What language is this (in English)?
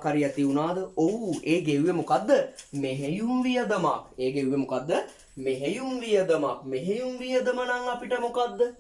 Sinhala